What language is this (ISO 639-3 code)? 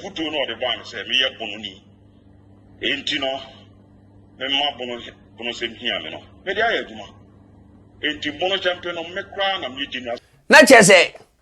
aka